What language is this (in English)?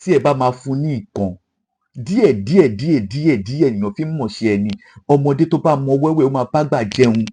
Yoruba